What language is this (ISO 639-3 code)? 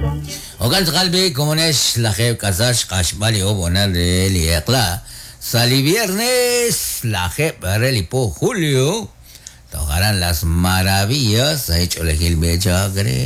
kek